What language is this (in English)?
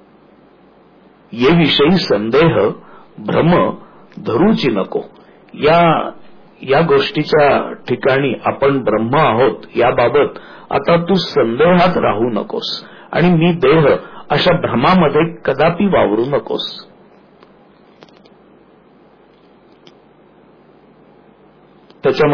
Marathi